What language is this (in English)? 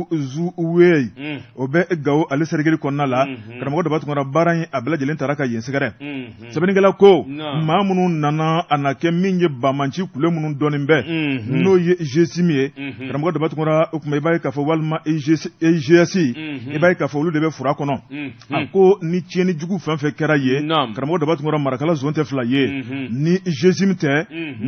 Bambara